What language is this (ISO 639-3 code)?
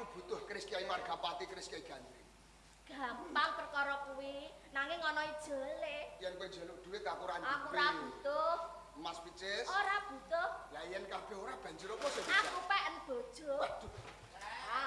jav